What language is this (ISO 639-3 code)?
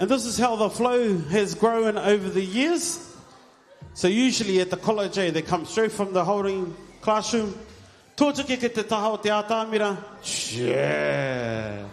mri